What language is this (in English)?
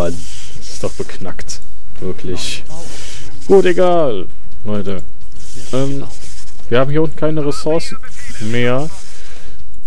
German